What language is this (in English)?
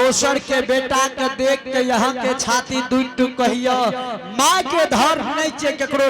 Angika